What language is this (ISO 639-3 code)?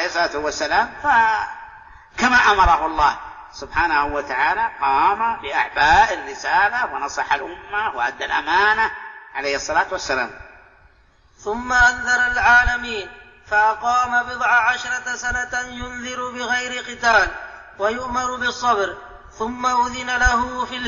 ara